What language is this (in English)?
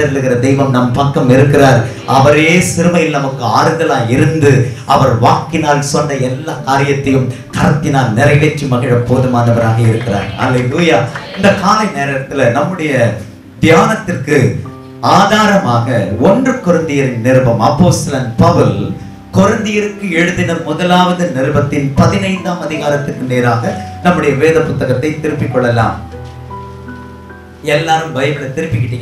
Tamil